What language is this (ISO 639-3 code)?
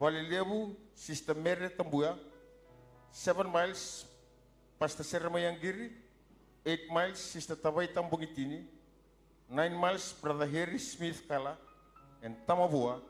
fij